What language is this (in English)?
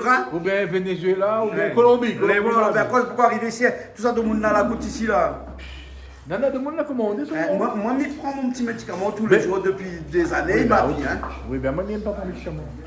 Réunion Creole French